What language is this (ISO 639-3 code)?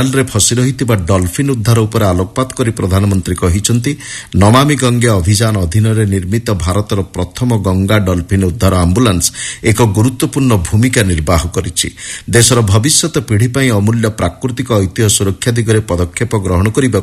ori